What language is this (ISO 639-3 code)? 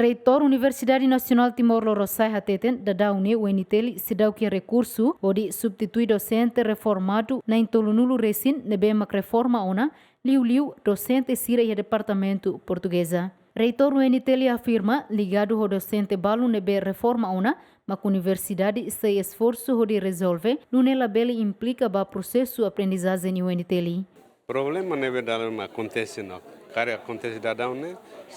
tet